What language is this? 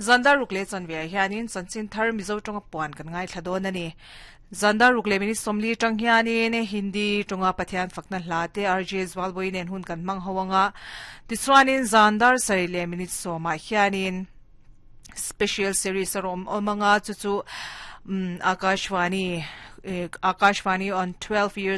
Mizo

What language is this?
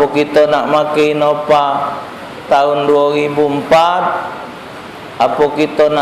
Musi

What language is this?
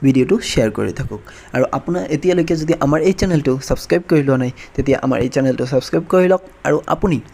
Assamese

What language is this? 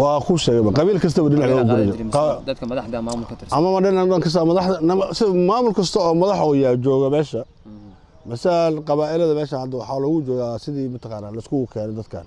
Somali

